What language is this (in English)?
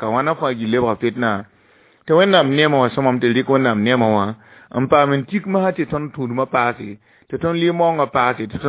Mossi